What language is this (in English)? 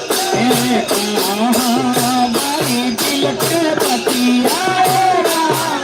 Magahi